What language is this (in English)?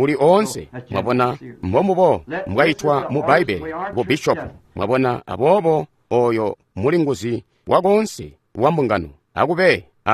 Tonga (Zambia)